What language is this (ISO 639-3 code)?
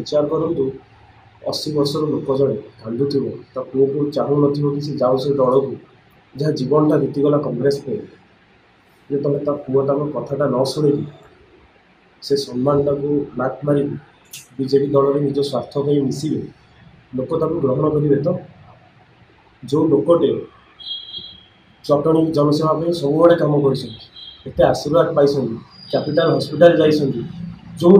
ori